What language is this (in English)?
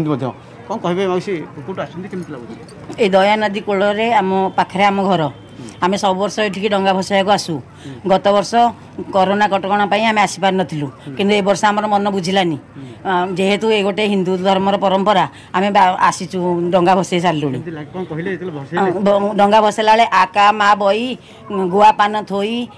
Odia